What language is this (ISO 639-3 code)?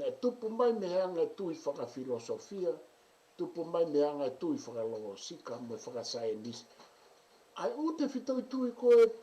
ton